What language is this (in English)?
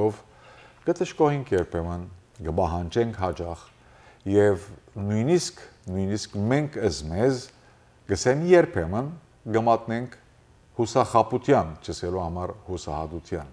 Western Armenian